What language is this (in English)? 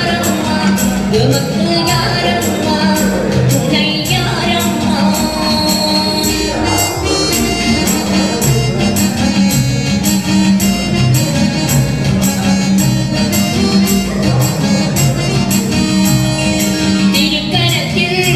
Tamil